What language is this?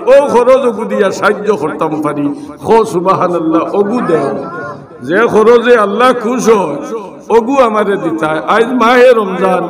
Sylheti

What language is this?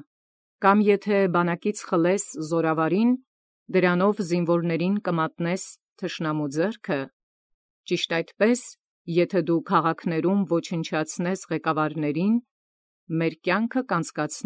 Armenian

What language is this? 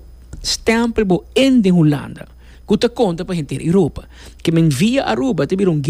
Papiamento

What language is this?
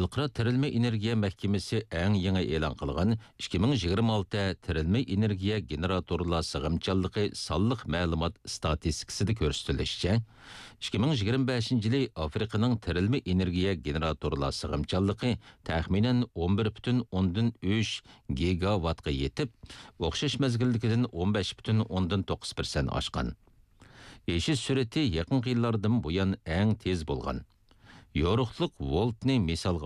Uyghur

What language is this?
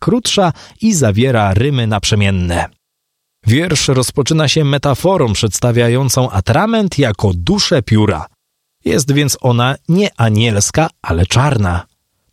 Polish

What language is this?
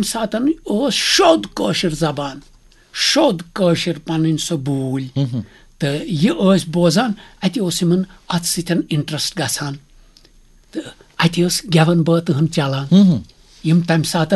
Kashmiri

